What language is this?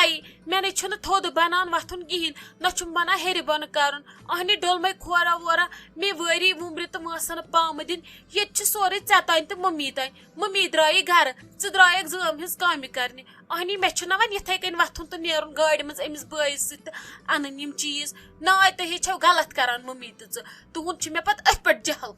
Kashmiri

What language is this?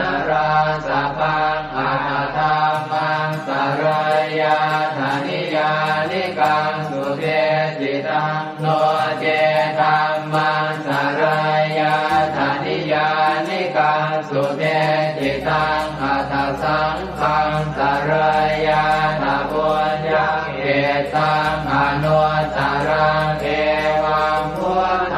Pali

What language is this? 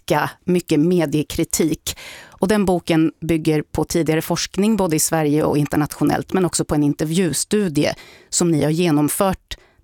Swedish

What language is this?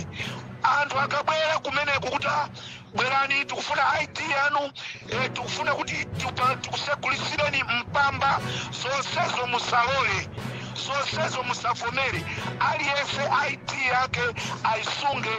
Nyanja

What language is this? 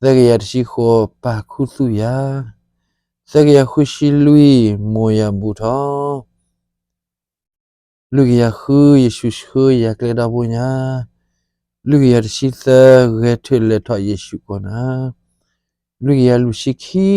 S'gaw Karen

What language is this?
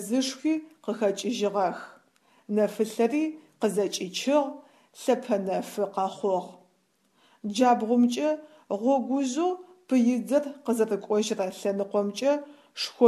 Adyghe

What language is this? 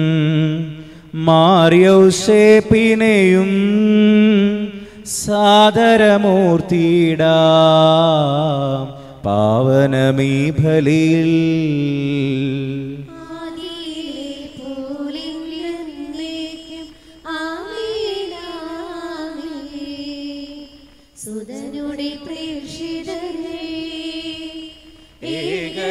Malayalam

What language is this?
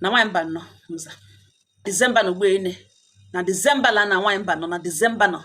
Igbo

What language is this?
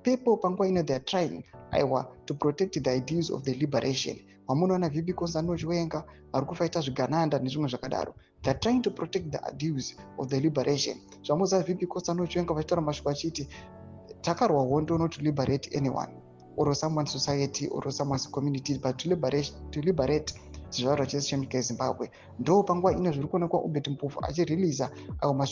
Shona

